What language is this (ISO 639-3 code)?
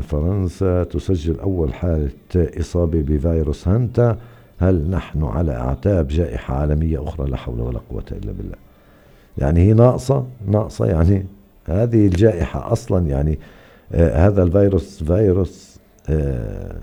apc